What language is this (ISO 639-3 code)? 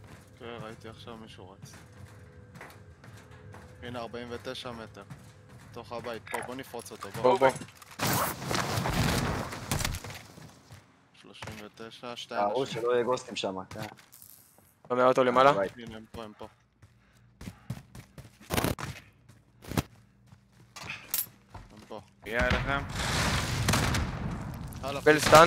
heb